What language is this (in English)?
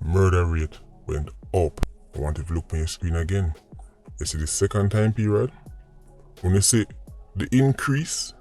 Jamaican Creole English